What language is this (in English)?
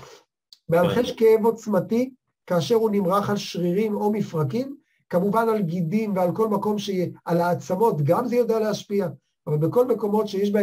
Hebrew